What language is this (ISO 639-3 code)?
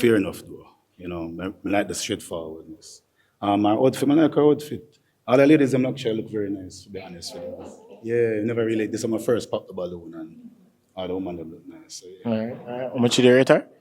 jam